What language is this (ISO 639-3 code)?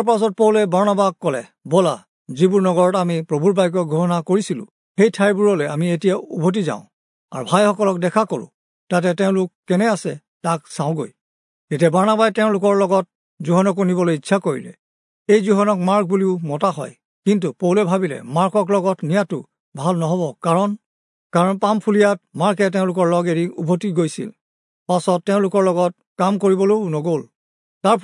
asm